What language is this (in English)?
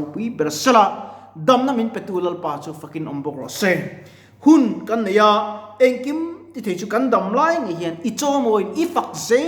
Mizo